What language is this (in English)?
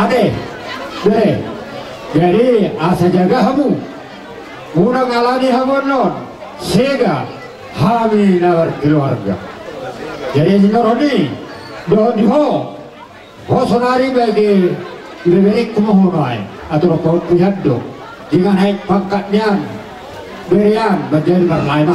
Batak Toba